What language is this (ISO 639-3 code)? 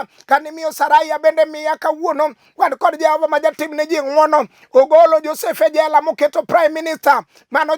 luo